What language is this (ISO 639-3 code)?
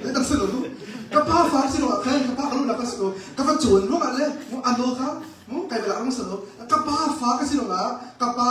cnh